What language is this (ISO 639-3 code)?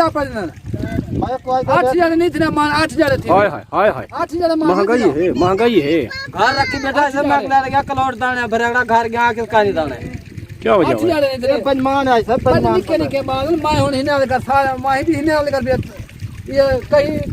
skr